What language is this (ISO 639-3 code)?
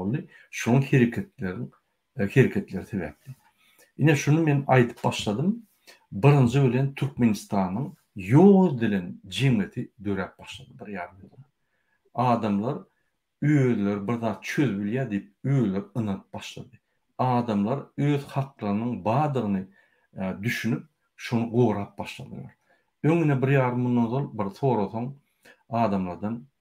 tuk